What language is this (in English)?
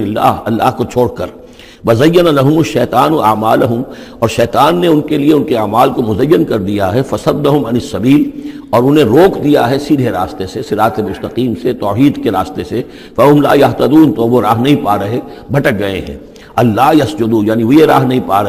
Urdu